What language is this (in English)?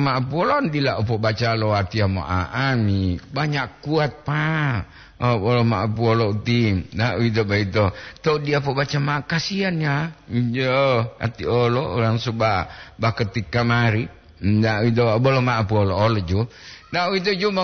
Gorontalo